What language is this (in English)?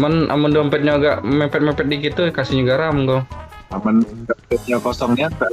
Musi